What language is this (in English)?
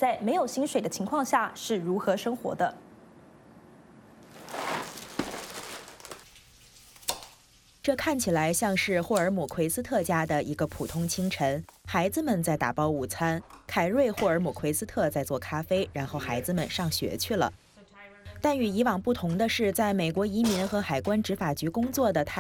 Chinese